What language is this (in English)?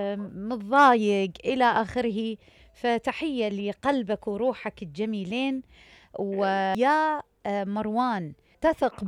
Mesopotamian Arabic